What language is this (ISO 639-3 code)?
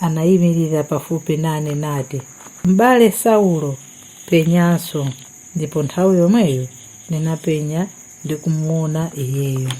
nya